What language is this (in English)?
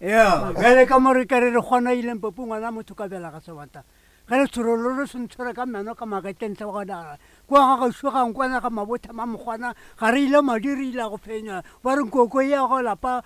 Northern Sotho